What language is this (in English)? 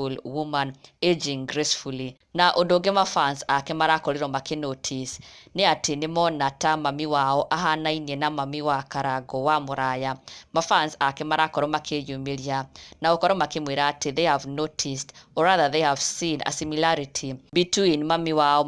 Kikuyu